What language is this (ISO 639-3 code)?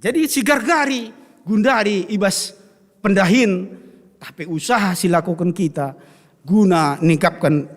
btx